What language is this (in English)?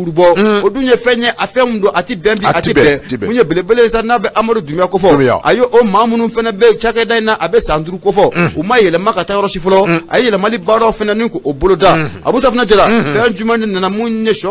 Bambara